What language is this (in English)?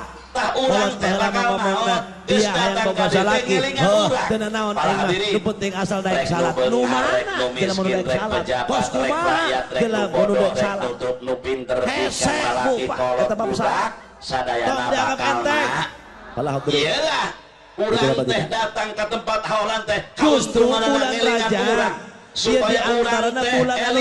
Sundanese